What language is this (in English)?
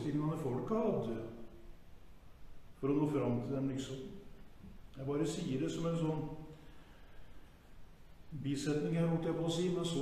Norwegian